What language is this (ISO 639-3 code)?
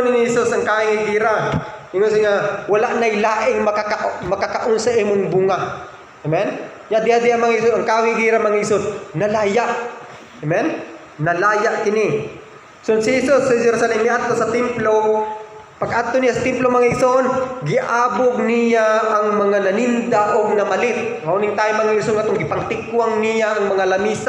ceb